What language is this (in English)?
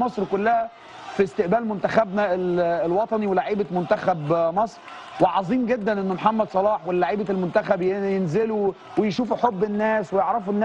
Egyptian Arabic